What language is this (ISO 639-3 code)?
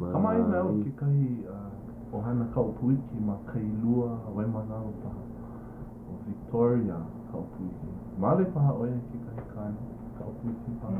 haw